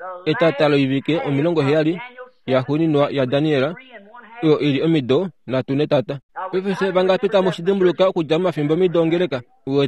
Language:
Kuanyama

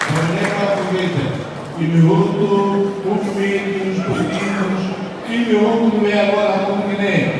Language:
Tetum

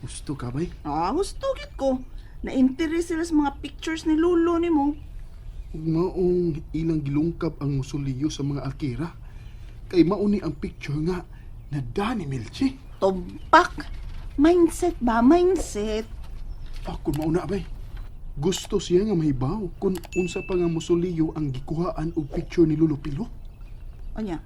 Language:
Cebuano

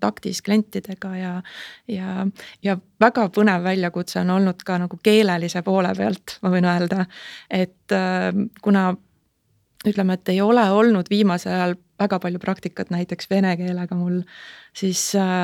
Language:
Estonian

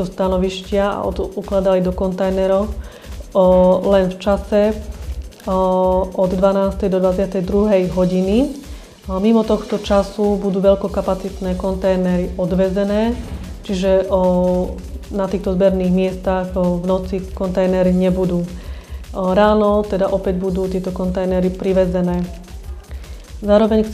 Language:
Slovak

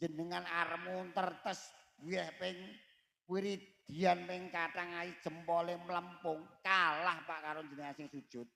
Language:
Javanese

